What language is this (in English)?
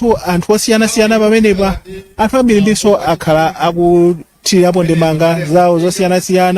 Nyanja